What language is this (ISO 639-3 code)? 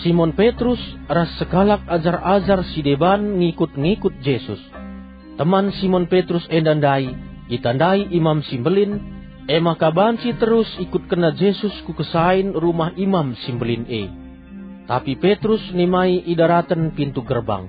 btx